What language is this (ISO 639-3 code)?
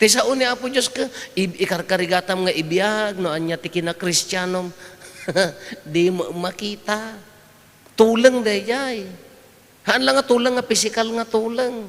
ilo